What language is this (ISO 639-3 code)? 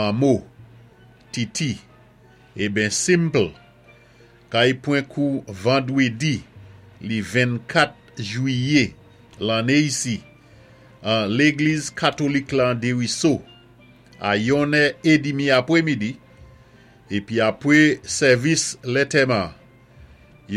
acf